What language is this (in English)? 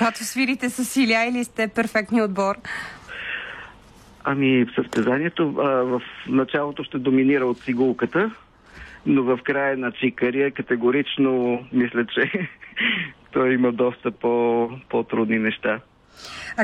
Bulgarian